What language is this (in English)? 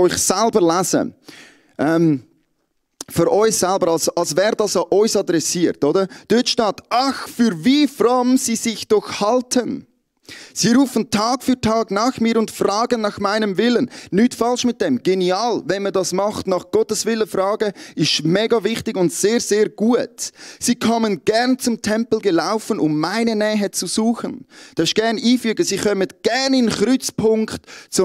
Swiss German